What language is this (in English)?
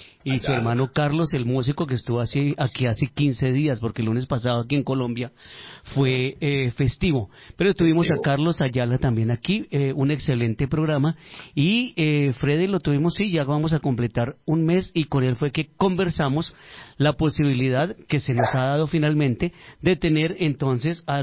Spanish